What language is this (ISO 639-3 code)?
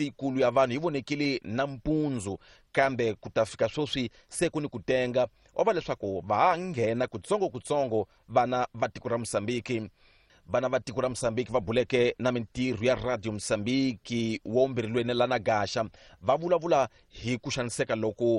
tso